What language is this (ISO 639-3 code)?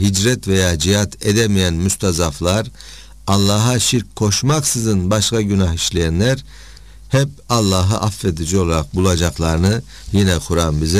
tur